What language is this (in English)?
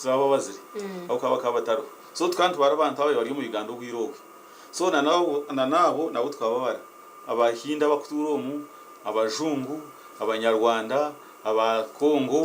Nyankole